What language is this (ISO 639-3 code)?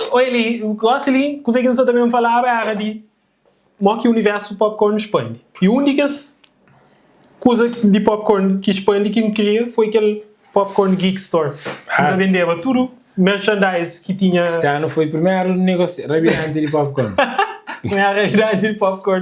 kea